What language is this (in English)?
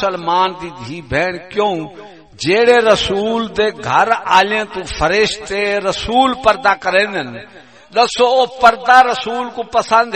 Saraiki